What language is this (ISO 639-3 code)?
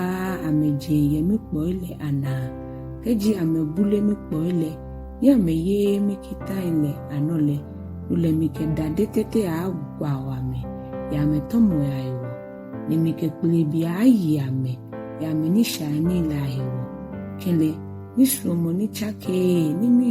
gaa